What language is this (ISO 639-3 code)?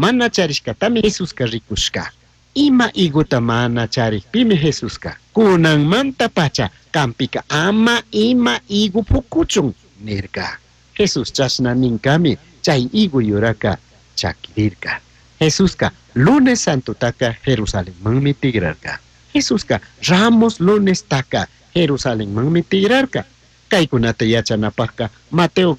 qug